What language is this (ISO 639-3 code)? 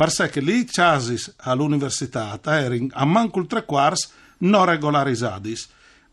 fur